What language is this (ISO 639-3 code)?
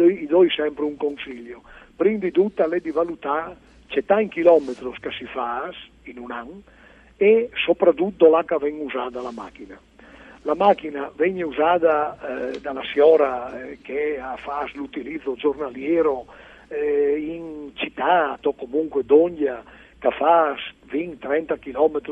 fur